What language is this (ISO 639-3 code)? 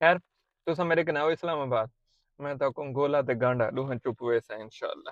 skr